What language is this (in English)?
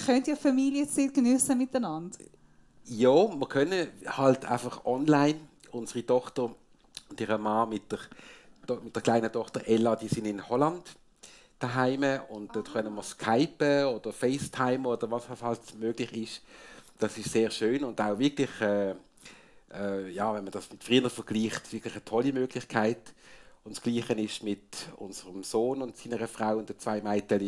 Swiss German